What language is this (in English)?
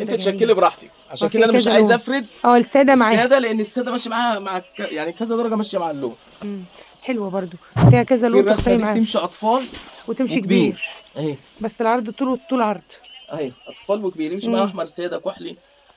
Egyptian Arabic